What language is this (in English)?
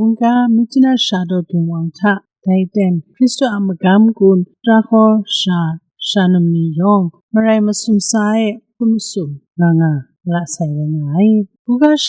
Kachin